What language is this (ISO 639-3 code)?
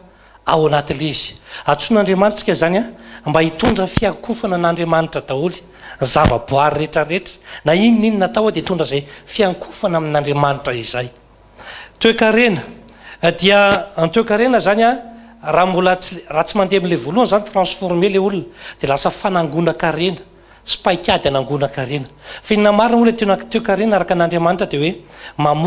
mlg